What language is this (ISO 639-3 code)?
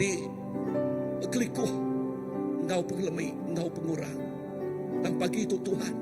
iba